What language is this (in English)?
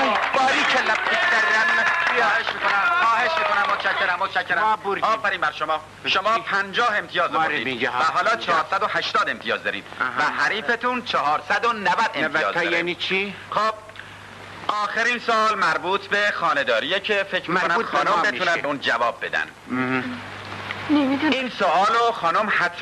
Persian